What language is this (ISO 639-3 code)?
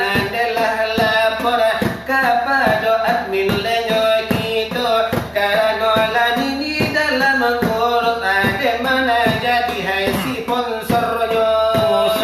min